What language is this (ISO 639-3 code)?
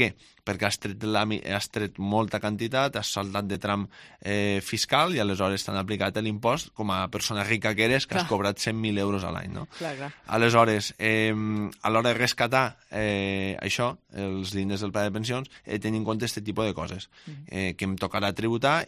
cat